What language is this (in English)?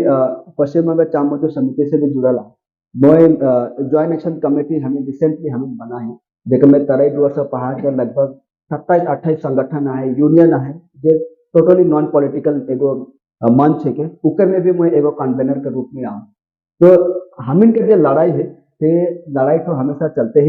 Sadri